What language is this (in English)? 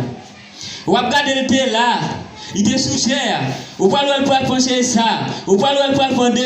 Haitian Creole